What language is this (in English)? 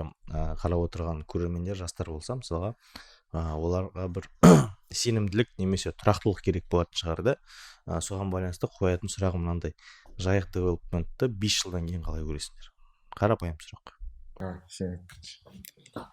Kazakh